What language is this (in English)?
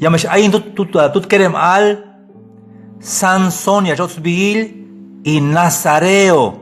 Tzeltal